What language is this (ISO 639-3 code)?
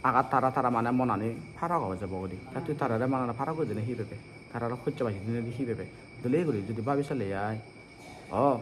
ccp